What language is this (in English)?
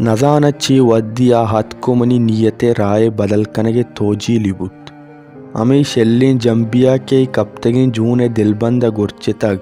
Baluchi